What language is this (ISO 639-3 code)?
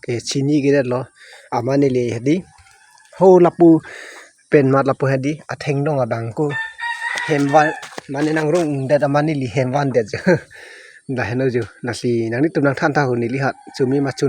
mjw